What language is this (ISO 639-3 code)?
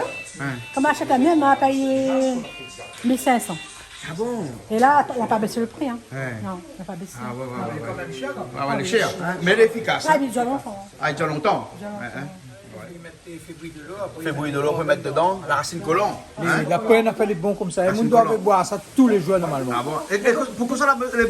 rcf